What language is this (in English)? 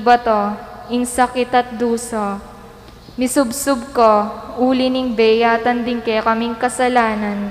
Pampanga